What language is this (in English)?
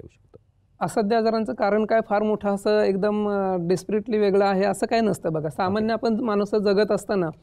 Marathi